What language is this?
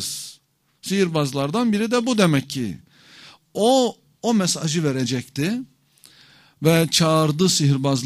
Turkish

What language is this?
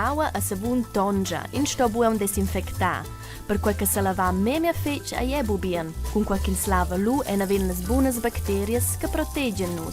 Romansh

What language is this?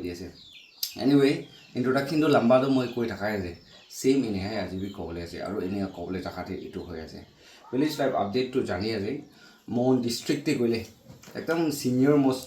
Naga Pidgin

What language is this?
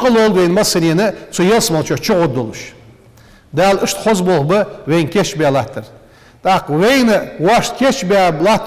Ingush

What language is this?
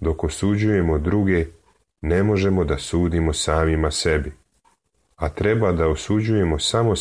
Serbian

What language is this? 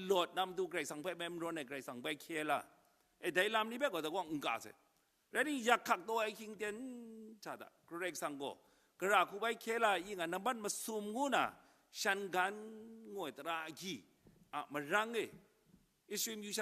Kachin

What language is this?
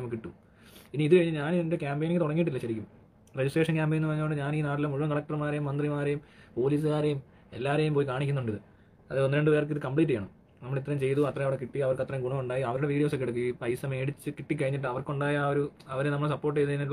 Malayalam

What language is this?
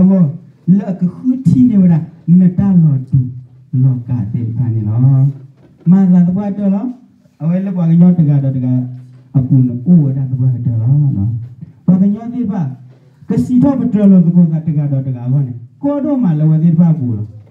S'gaw Karen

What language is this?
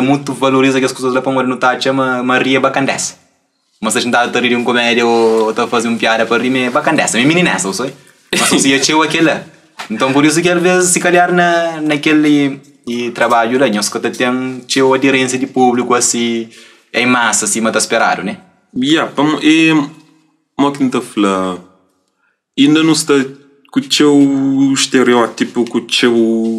Kabuverdianu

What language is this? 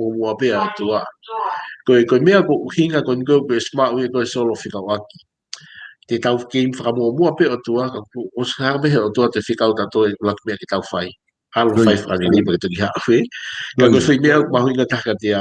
Tongan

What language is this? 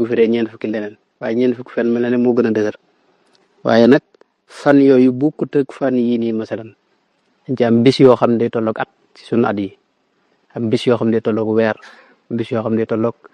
Wolof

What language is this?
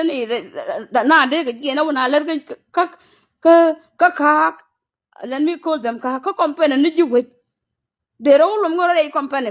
Nuer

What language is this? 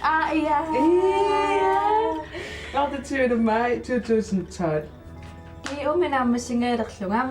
Kalaallisut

